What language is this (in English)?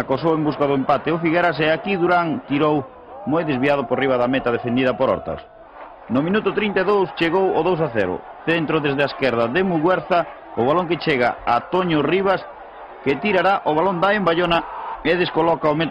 Galician